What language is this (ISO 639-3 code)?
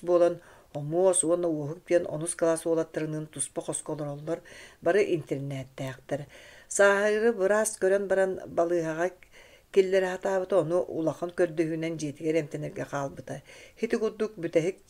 sah